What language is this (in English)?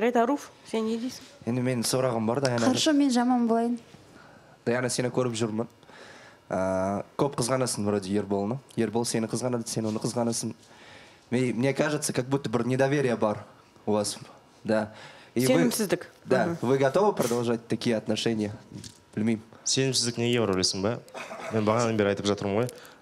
Kazakh